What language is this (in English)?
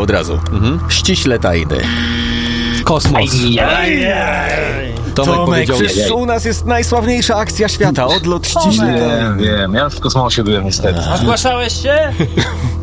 Polish